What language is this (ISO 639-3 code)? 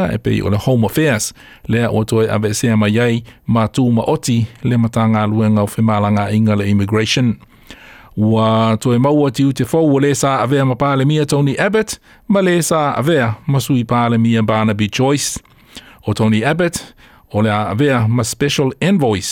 smo